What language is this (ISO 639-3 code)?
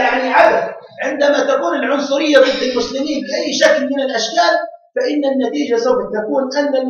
ara